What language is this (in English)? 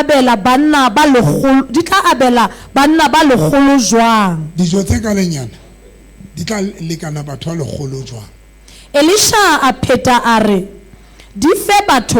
Southern Sotho